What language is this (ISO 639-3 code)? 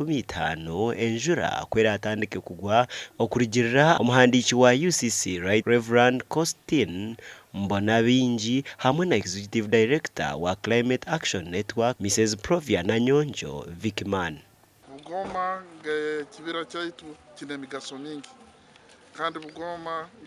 nyn